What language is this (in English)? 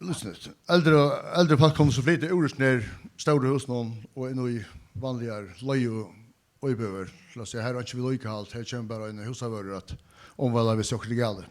Faroese